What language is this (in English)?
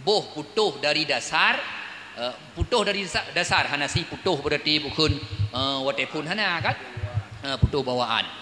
Achinese